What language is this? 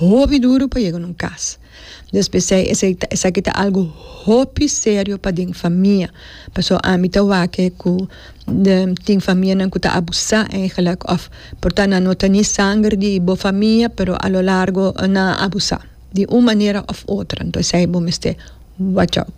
Papiamento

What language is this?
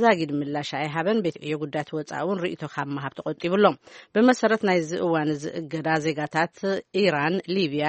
Tigrinya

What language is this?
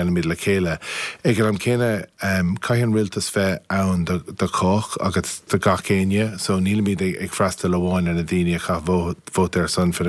Irish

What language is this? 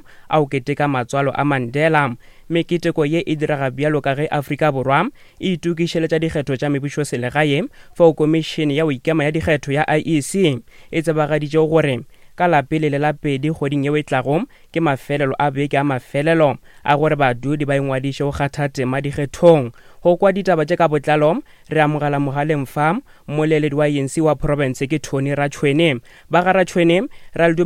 Northern Sotho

